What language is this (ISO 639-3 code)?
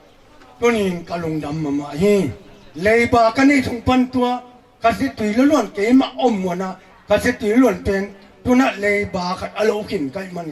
ctd